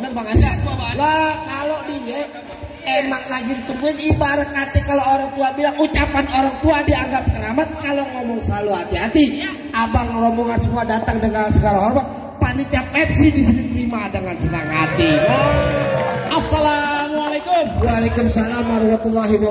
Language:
Betawi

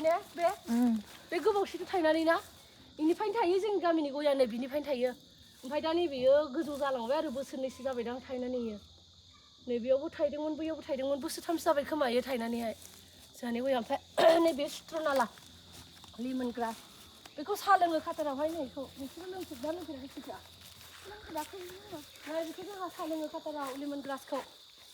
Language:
Bodo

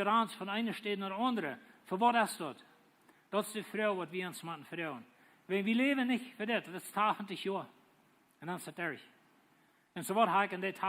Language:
Plautdietsch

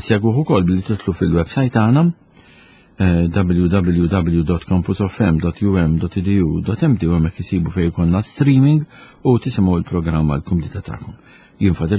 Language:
Maltese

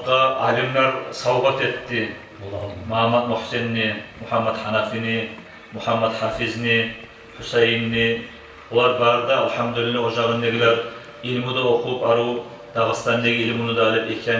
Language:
Kumyk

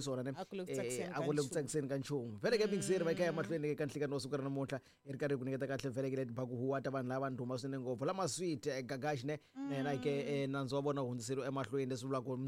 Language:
Tsonga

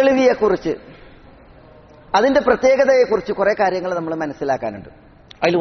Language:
Malayalam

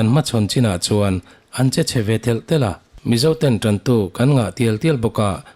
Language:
Mizo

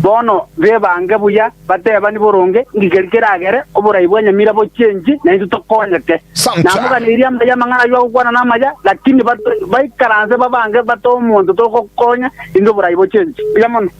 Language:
Gusii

